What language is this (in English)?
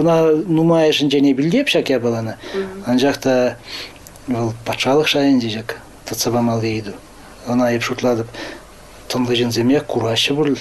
Chuvash